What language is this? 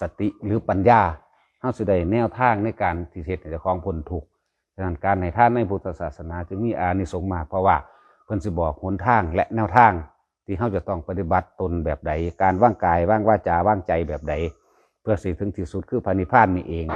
Northeastern Thai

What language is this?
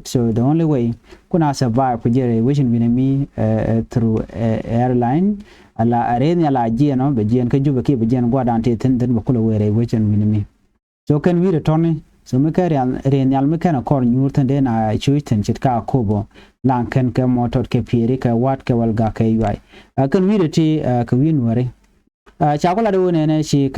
Nuer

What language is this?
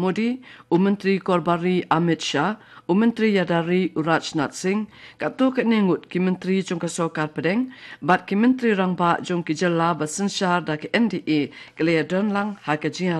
Khasi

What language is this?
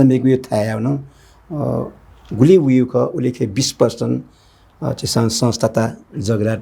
Newari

